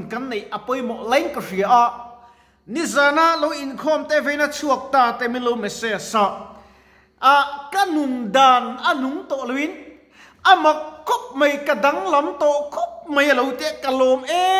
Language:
Mizo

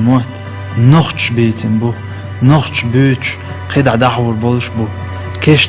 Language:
Chechen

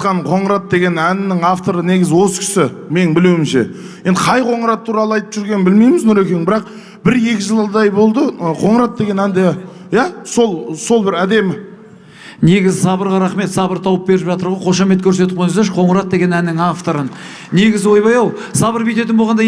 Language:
Kazakh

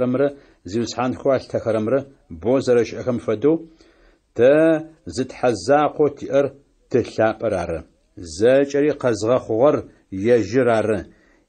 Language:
Adyghe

